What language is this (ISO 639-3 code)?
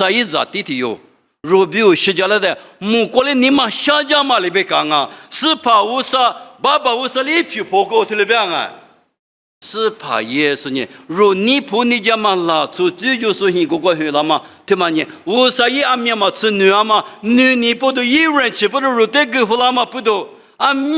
lis